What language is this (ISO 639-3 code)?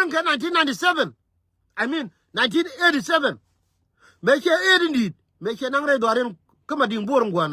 nus